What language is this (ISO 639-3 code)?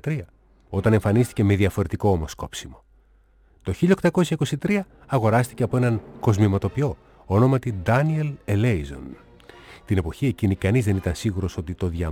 ell